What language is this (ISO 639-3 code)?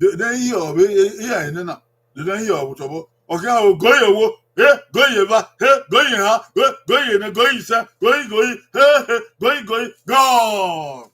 bin